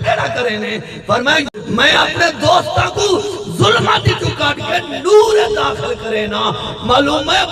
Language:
Saraiki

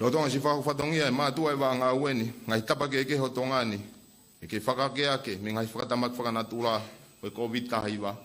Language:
Tongan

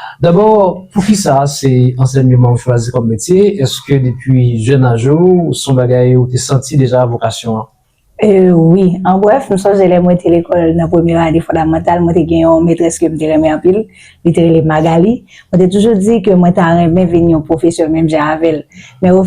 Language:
Haitian Creole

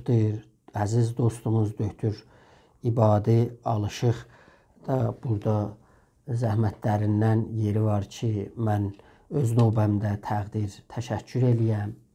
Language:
South Azerbaijani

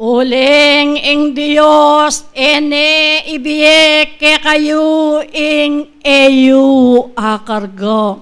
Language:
Pampanga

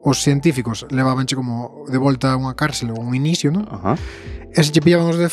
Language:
Galician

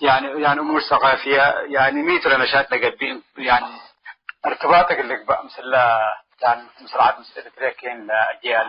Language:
Tigre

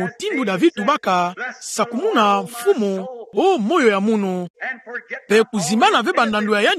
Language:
Kituba (Democratic Republic of Congo)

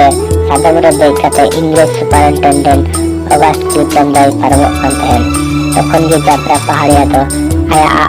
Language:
Santali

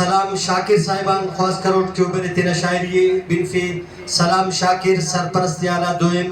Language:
Brahui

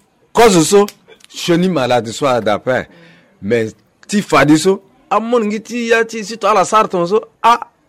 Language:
Sango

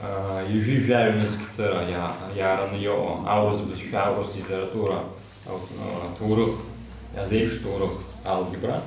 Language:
Abkhazian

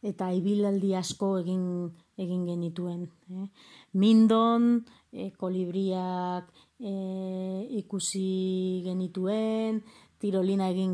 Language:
Basque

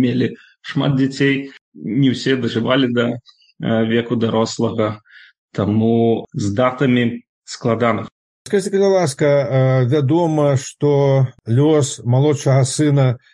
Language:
Belarusian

